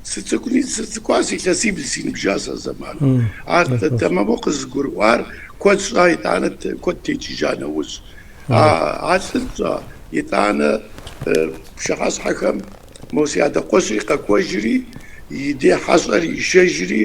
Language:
Kabardian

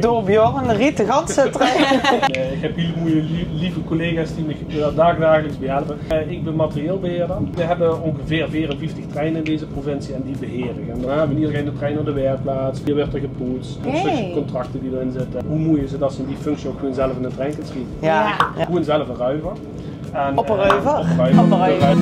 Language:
Limburgish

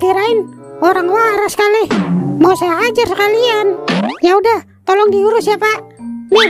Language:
Betawi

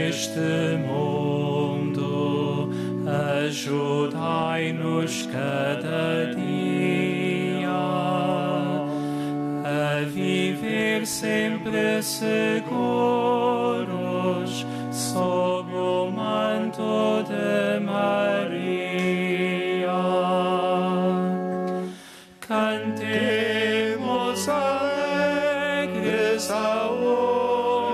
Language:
Portuguese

